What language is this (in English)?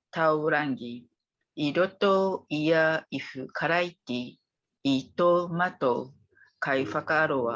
Māori